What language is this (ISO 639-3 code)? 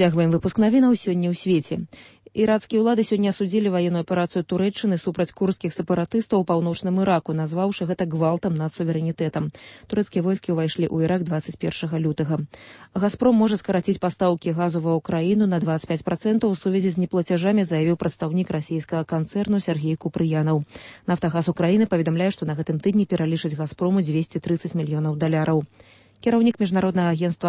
bel